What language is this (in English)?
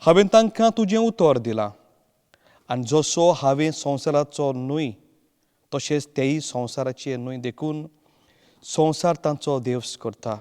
Konkani